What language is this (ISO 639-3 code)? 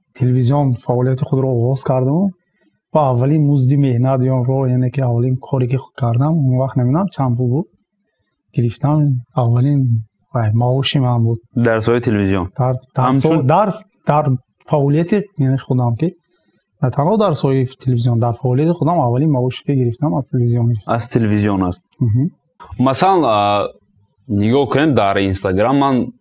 tgk